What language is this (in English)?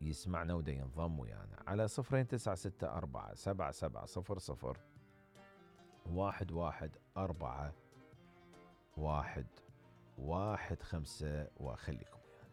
Mesopotamian Arabic